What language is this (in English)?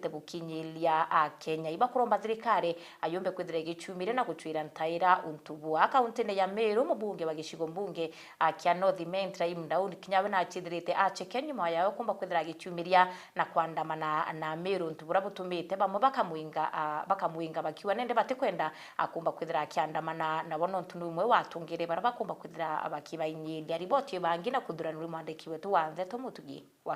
Meru